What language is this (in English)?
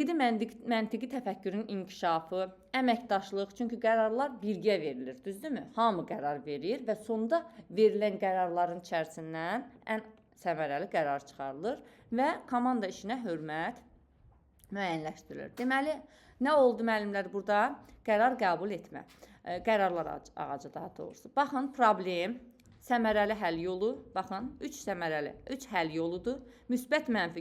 Azerbaijani